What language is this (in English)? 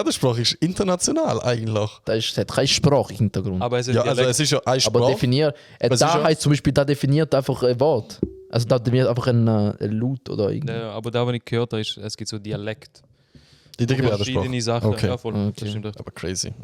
Swiss German